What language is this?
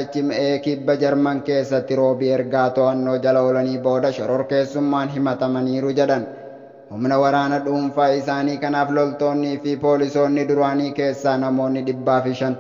Oromo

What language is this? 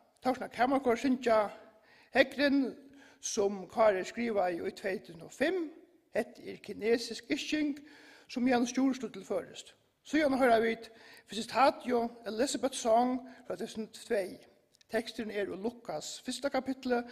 Faroese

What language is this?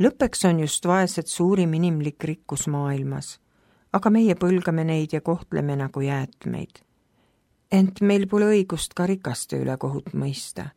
Estonian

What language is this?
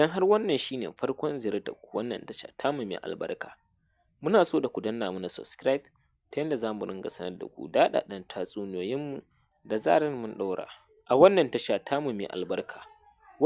Hausa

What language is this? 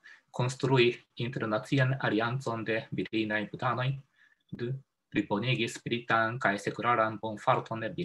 Esperanto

